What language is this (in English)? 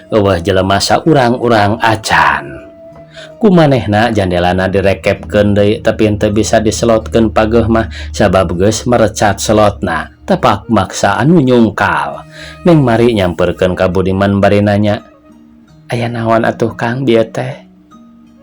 Sundanese